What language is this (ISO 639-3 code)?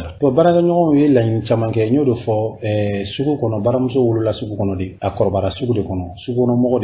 bam